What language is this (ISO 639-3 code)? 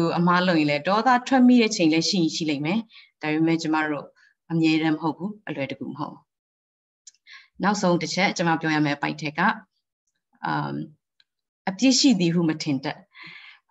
mya